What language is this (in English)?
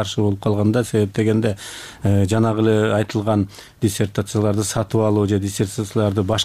Kyrgyz